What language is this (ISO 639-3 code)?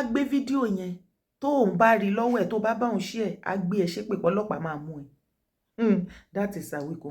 yor